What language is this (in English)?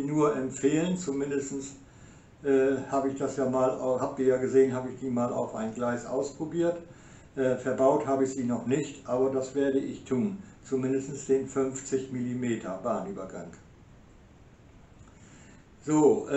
German